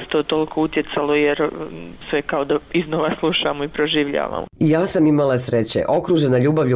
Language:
Croatian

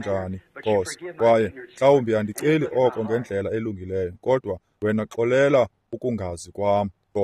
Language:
Xhosa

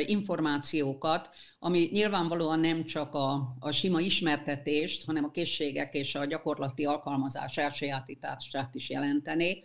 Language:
Hungarian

